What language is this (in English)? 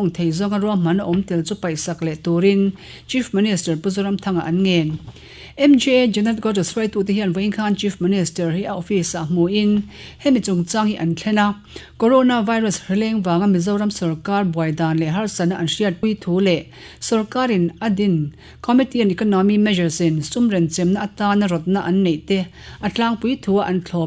Mizo